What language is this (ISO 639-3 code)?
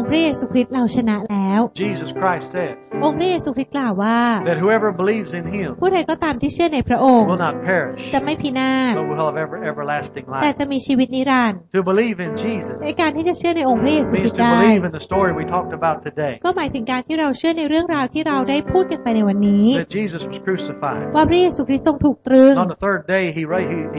tha